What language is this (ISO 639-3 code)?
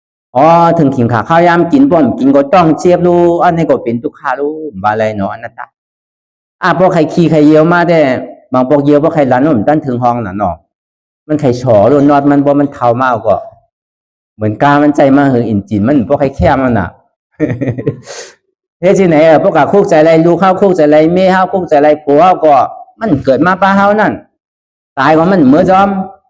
shn